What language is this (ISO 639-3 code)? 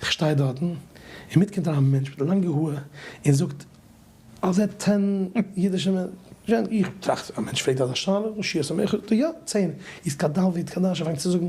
yid